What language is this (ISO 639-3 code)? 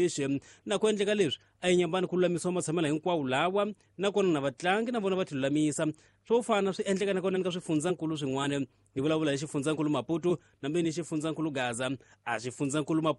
tso